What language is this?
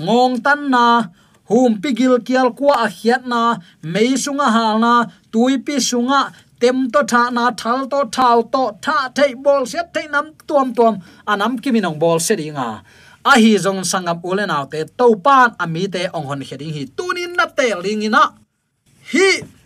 Tedim Chin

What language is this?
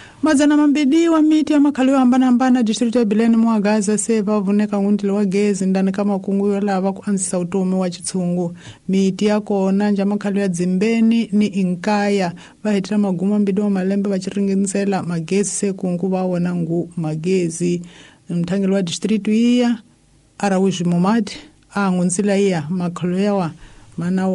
Tsonga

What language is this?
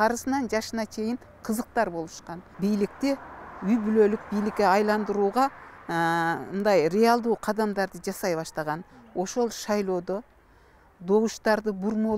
Kyrgyz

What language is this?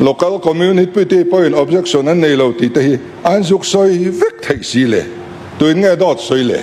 Mizo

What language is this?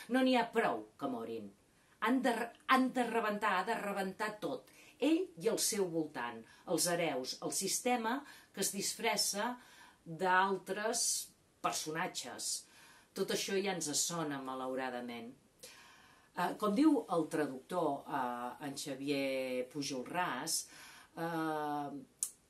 Catalan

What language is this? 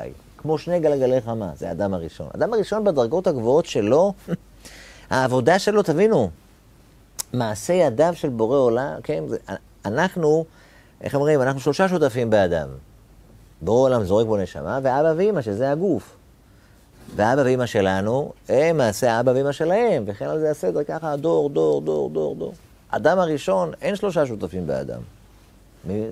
Hebrew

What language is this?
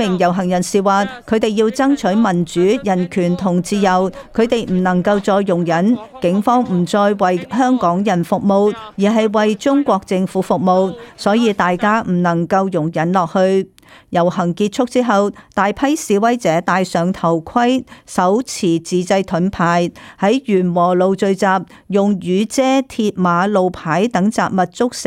Cantonese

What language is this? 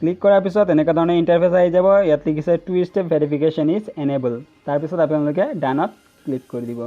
Assamese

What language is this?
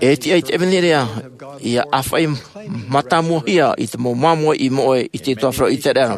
Tahitian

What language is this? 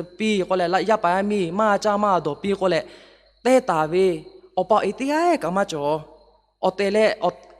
Lahu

